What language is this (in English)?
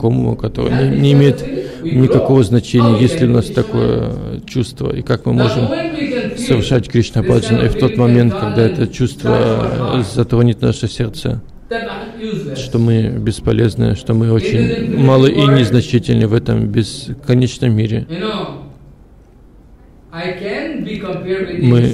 Russian